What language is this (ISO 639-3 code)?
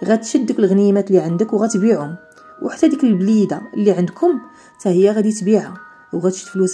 ary